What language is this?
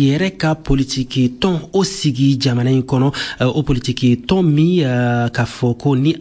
Bambara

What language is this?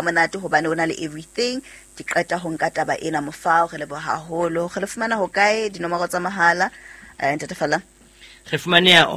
Southern Sotho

